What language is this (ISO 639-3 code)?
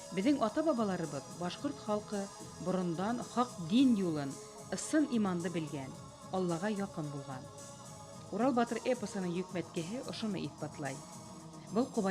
bak